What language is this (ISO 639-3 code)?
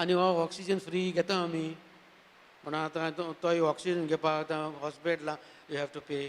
kok